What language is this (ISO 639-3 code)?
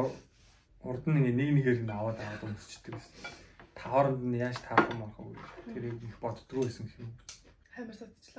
mon